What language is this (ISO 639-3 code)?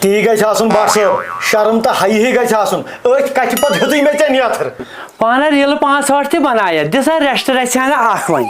kas